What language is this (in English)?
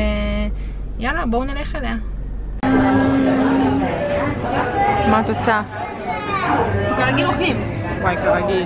Hebrew